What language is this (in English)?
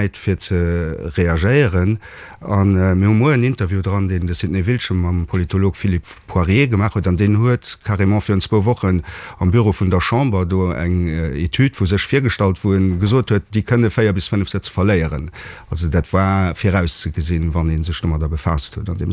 Luxembourgish